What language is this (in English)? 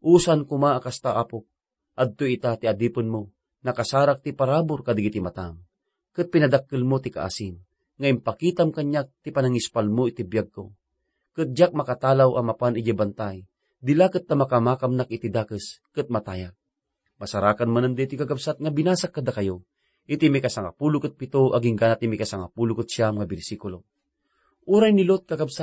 Iloko